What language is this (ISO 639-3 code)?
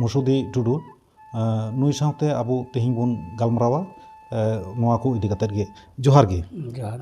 sat